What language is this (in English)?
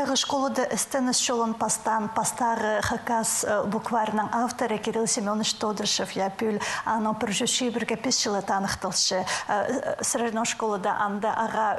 Khakas